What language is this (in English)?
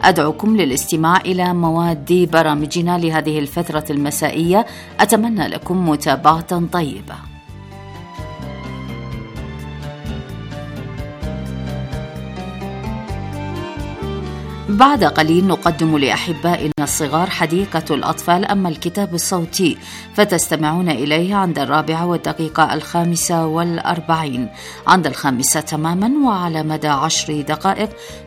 Arabic